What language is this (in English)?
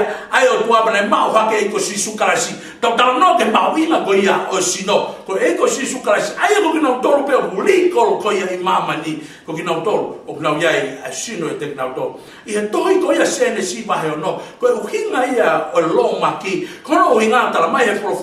Tongan